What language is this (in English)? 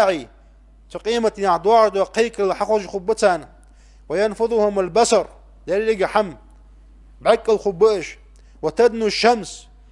Ingush